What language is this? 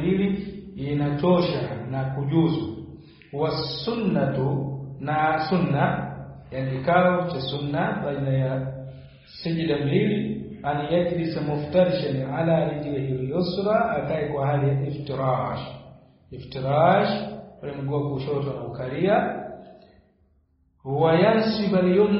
Swahili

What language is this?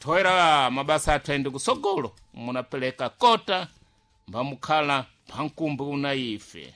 Sena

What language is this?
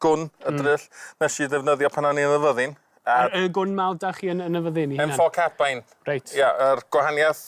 Welsh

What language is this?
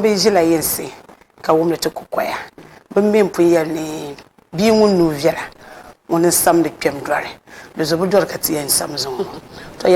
Dagbani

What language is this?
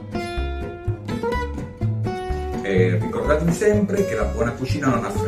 Italian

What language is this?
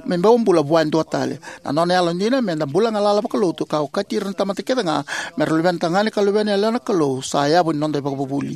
Fijian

